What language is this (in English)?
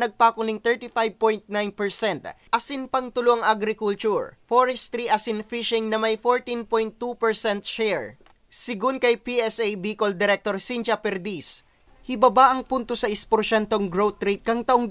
Bikol